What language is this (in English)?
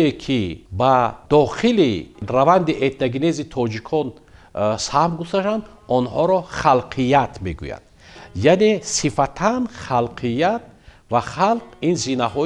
Tajik